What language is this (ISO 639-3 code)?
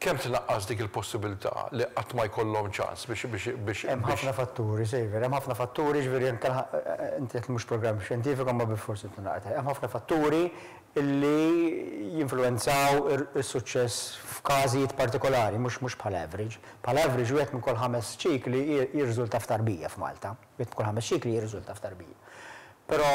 mlt